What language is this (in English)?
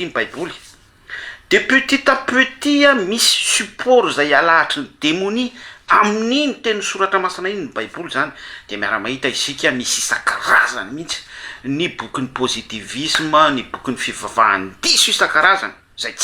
Malagasy